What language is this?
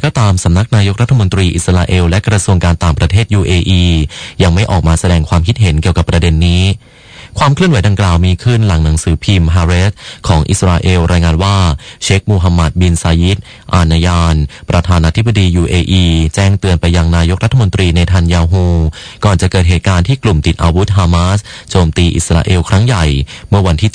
Thai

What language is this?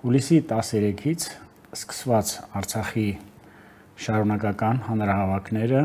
Armenian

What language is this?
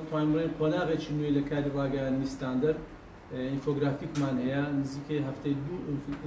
Central Kurdish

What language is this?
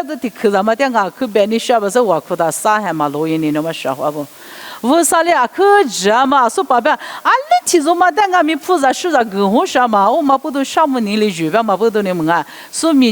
Lisu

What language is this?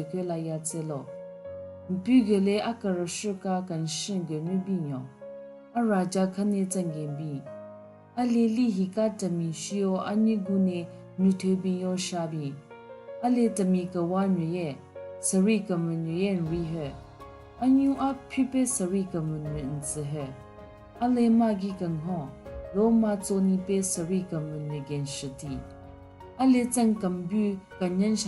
Southern Rengma Naga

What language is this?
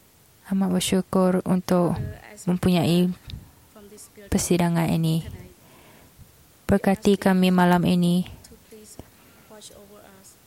Malay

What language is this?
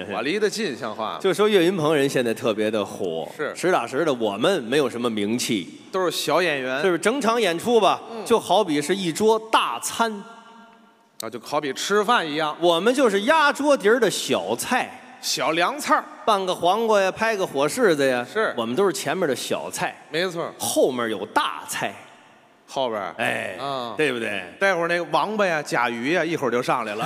Chinese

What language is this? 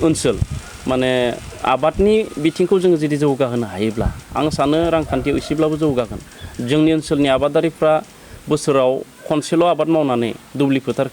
Bodo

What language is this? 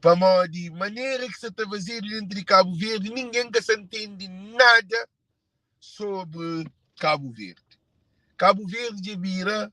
Kabuverdianu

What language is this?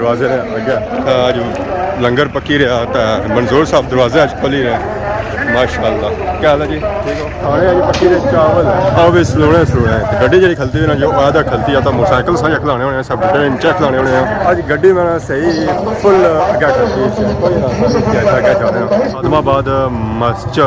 Pahari-Potwari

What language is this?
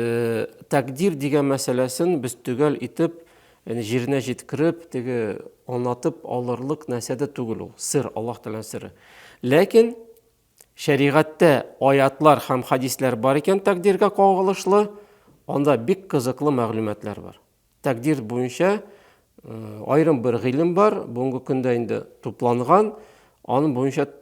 Tatar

